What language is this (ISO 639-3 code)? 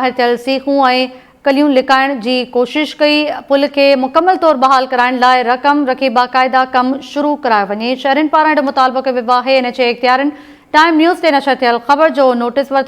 snd